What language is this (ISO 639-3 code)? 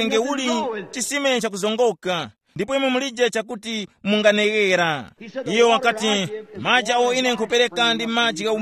tum